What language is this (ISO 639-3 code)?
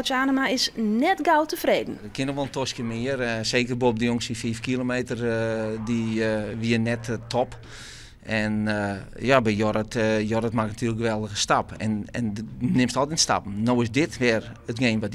fry